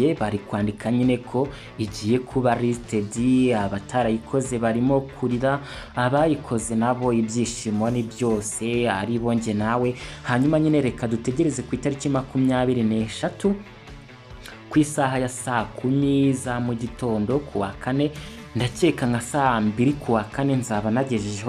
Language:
Kinyarwanda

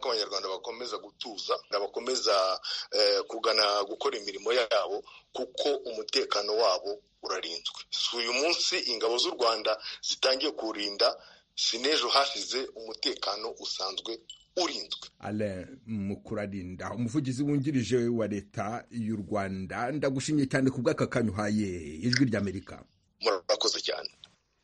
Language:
Kinyarwanda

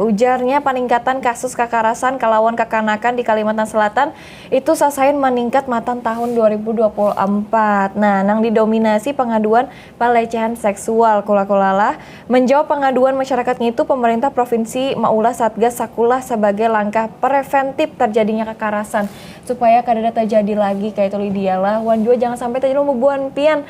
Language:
Banjar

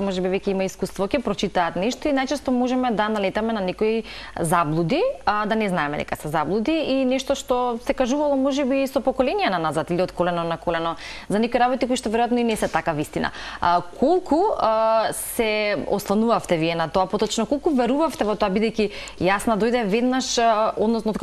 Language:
Macedonian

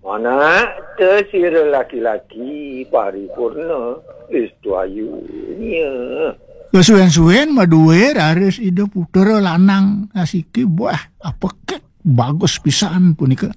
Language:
Balinese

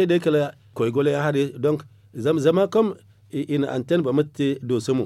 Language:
Zarma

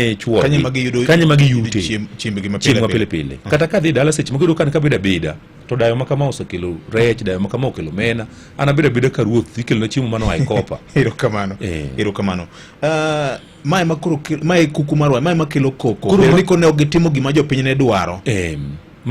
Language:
Luo (Kenya and Tanzania)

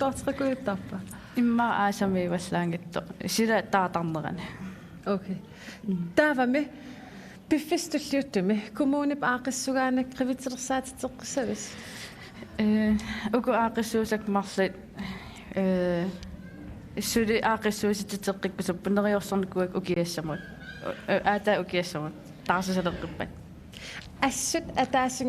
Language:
Kalaallisut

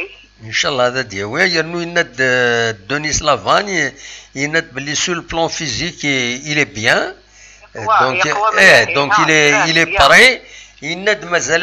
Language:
Kabyle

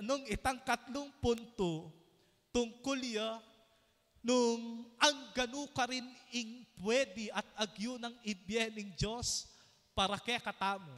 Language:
Pampanga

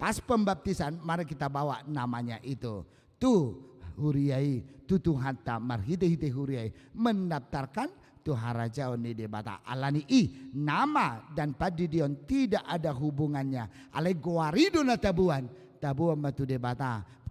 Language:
Batak Toba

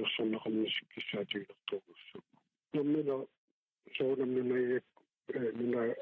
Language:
Kalaallisut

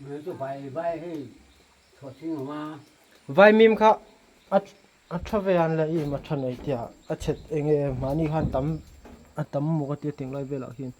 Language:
Hmar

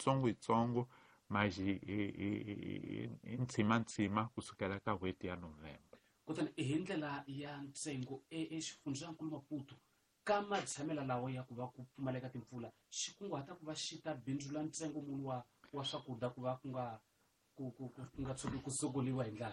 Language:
Tsonga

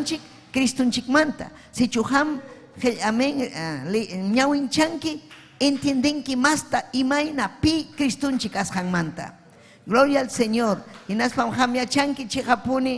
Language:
Ayacucho Quechua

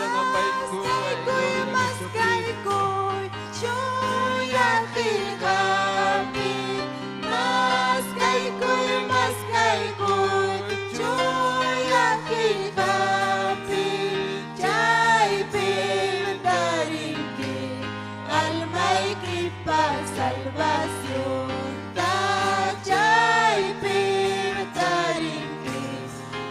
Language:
Ayacucho Quechua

